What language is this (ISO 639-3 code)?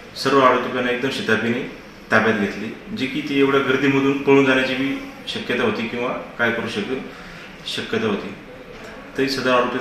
mar